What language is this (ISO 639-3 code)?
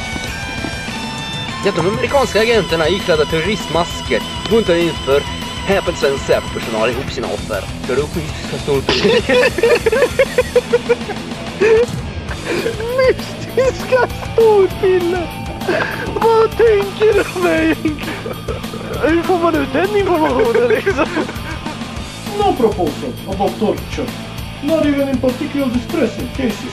swe